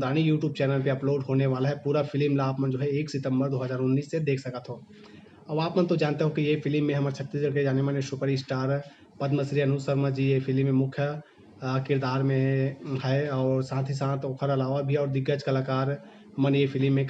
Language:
Chhattisgarhi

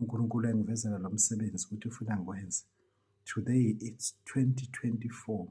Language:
Zulu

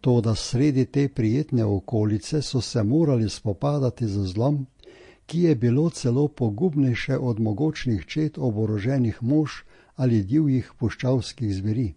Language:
Slovenian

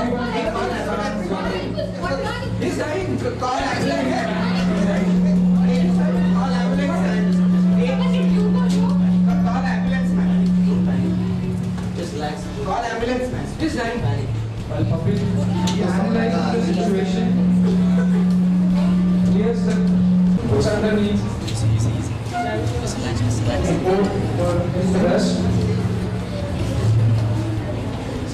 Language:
Kannada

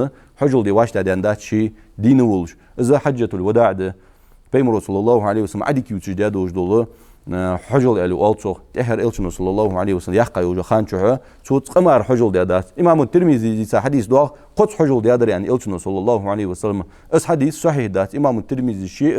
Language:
Ingush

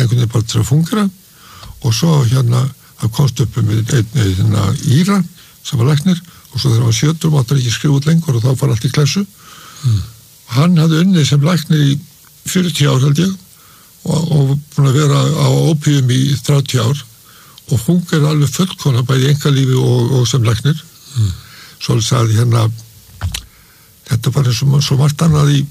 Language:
Icelandic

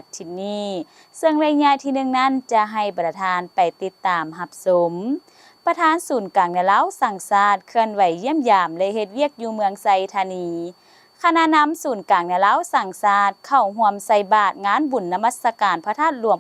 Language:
Lao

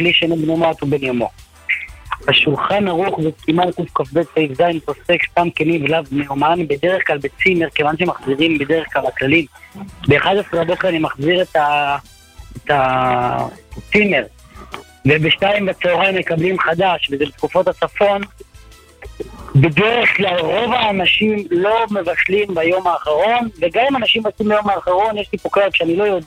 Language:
Hebrew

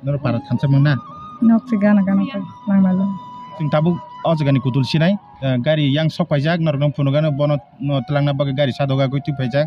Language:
Kok Borok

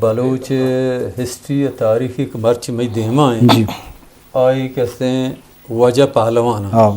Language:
Eastern Balochi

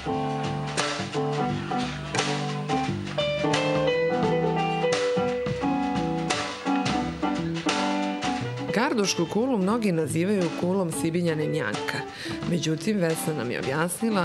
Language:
Serbian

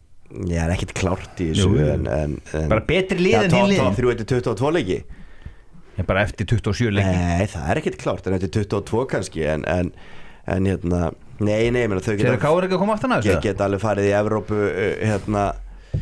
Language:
Icelandic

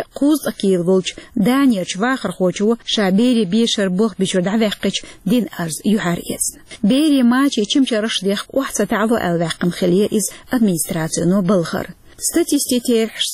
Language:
Chechen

